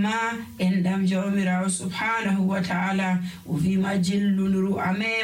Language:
Nigerian Fulfulde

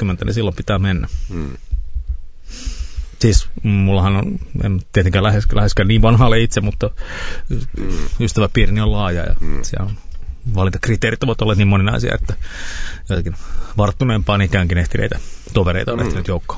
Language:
Finnish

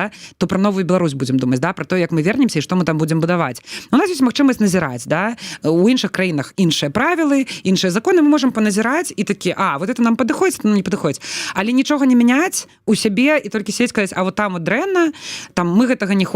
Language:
Belarusian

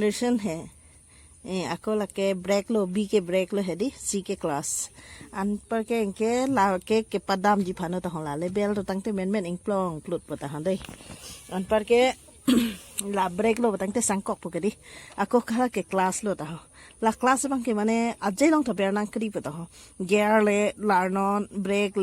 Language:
Karbi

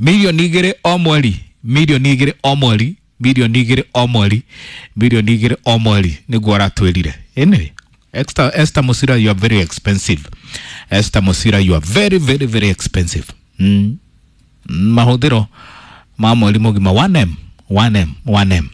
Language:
Kikuyu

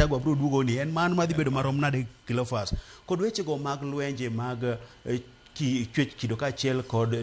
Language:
Luo (Kenya and Tanzania)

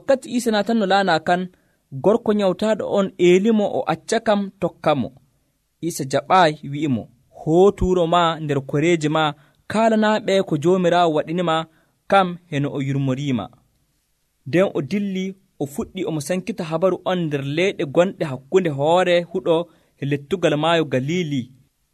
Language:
Nigerian Fulfulde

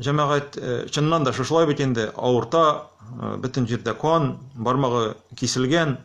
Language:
Tatar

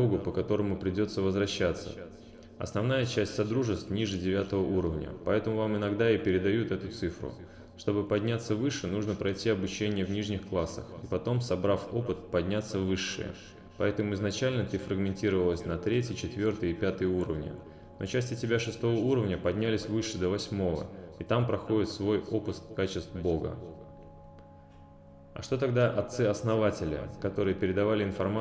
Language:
Russian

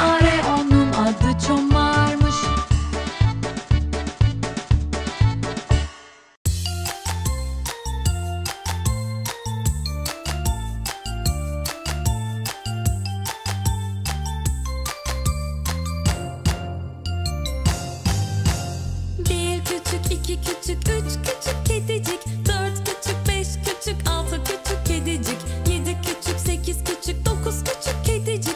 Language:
Turkish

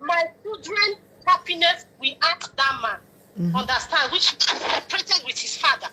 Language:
Nigerian Pidgin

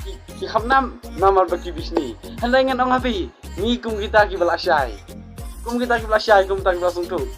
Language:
Khasi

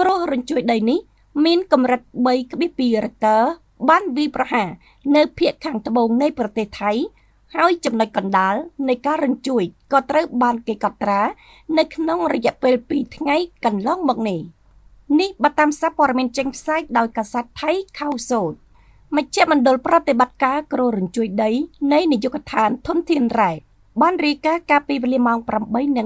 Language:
Khmer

